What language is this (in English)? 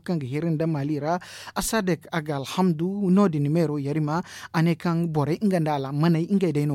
Zarma